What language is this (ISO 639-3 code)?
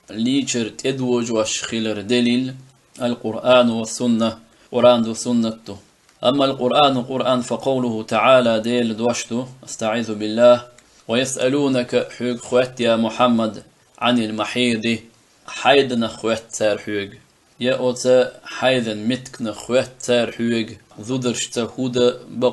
che